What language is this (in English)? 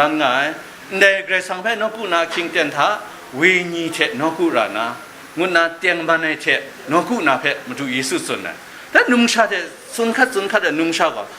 Kachin